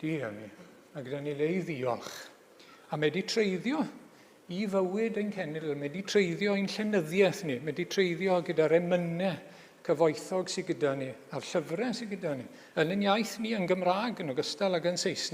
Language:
Welsh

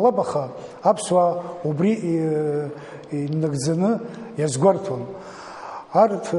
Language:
Abkhazian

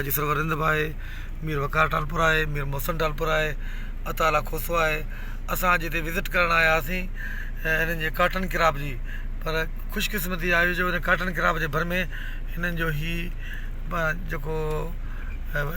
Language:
Sindhi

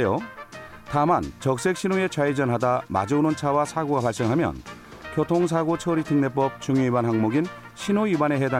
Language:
Korean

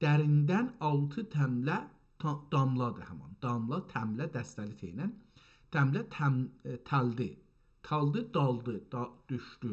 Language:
South Azerbaijani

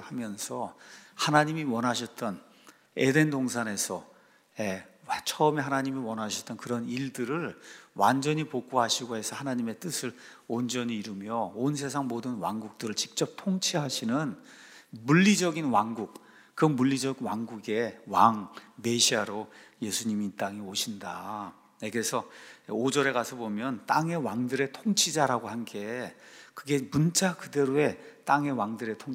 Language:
Korean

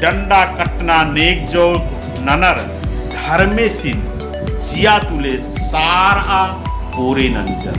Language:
Kurukh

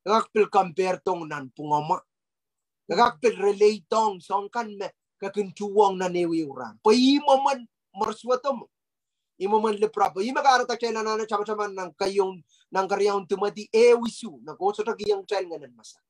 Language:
Pohnpeian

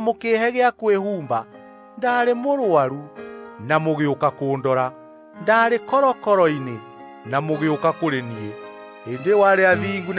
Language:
Kikuyu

